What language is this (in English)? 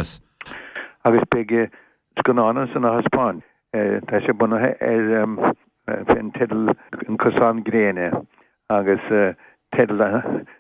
Irish